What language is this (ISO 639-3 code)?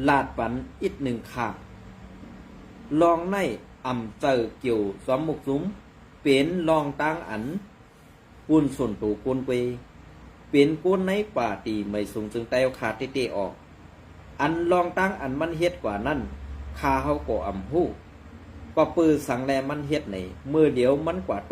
shn